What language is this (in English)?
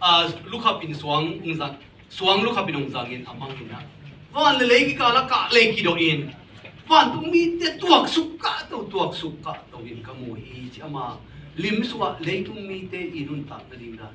Tedim Chin